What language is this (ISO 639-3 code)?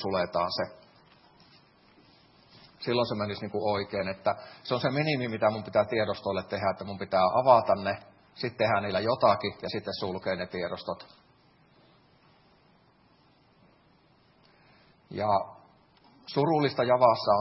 fin